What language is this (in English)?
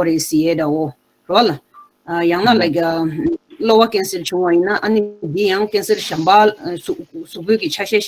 Tibetan